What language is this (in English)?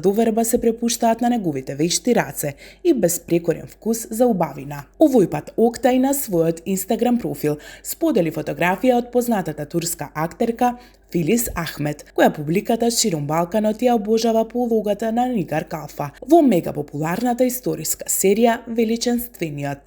Macedonian